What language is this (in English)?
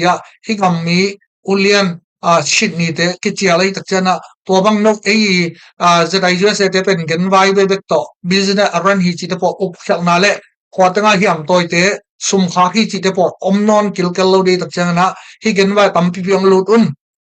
Tedim Chin